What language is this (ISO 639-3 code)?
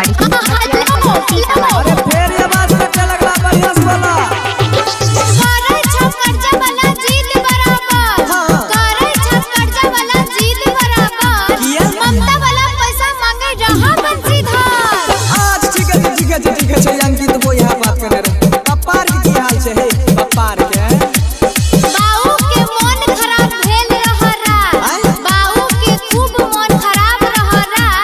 mai